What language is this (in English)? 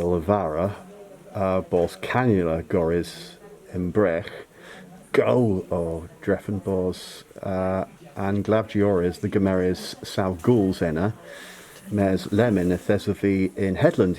Cornish